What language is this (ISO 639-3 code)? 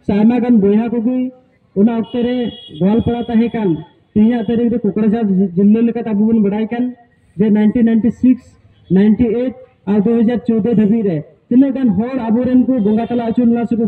sat